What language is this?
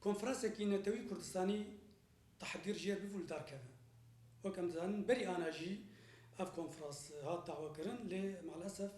Kurdish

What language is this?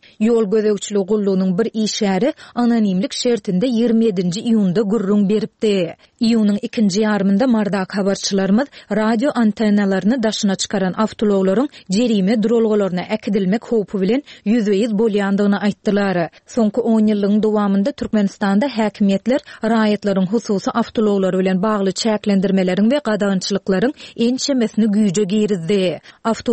Turkmen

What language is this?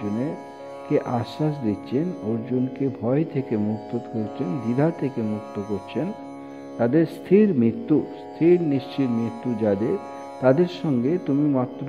Bangla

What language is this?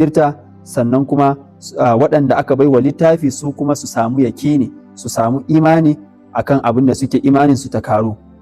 Hausa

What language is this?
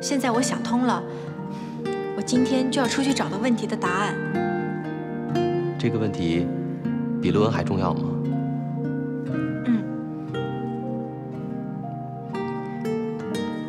Chinese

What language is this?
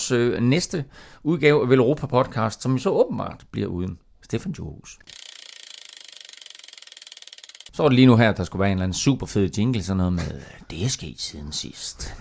Danish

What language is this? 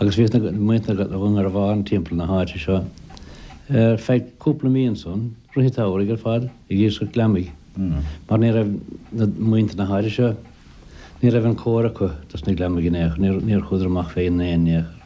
Irish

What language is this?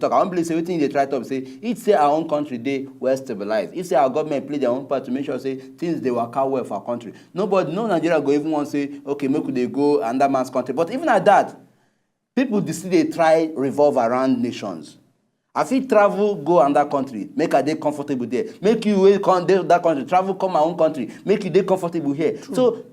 Nigerian Pidgin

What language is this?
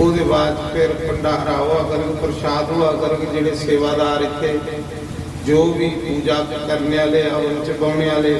Dogri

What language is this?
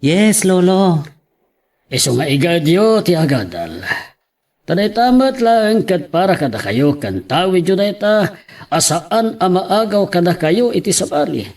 Iloko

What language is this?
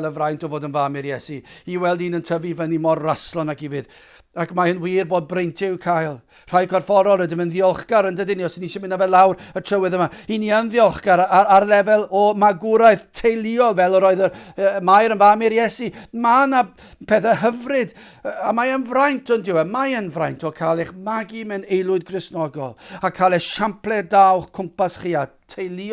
Welsh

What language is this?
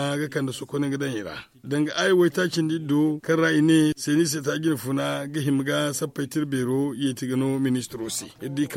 Zarma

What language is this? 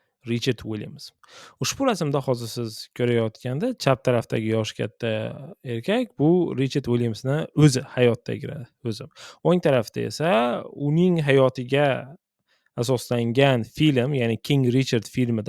Uzbek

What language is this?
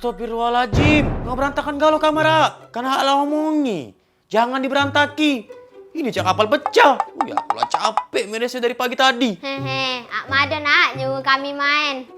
Musi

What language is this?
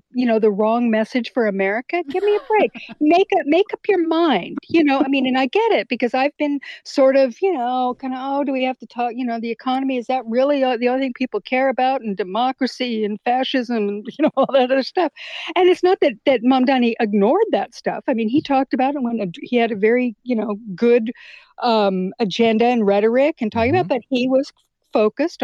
English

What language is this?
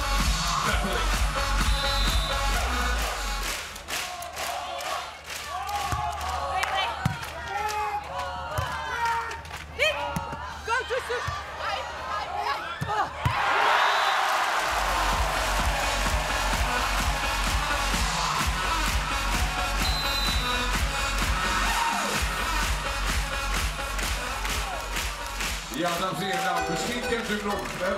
Dutch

